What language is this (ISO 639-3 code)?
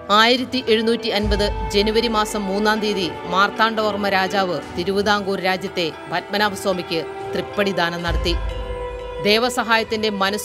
mal